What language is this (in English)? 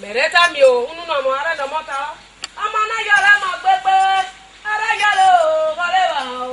Esan